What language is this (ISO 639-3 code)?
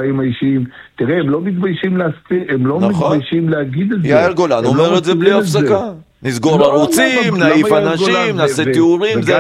heb